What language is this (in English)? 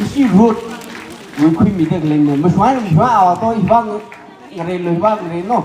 Tangkhul Naga (India)